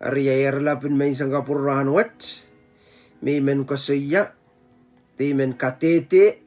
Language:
Pohnpeian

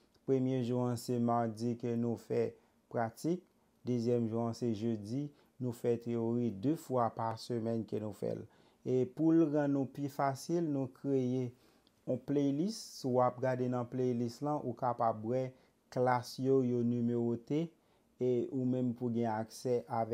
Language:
Haitian Creole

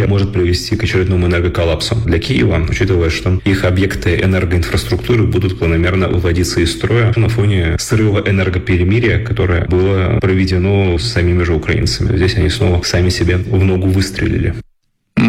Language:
Russian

